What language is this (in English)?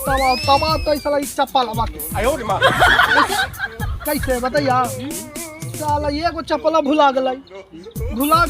Magahi